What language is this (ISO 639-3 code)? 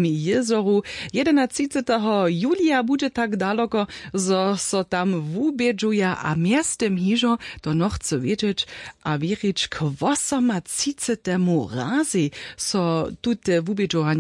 hsb